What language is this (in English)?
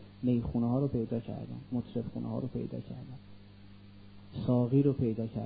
Persian